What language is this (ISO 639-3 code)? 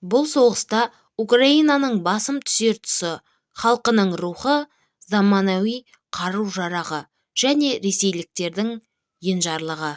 kaz